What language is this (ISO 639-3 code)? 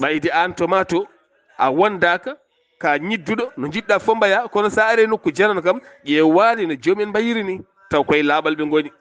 ful